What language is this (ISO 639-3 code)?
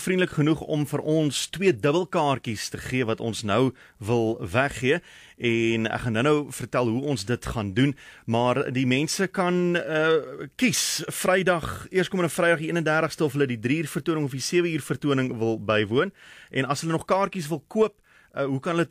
afr